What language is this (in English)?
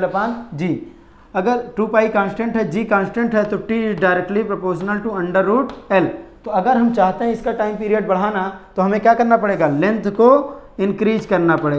Hindi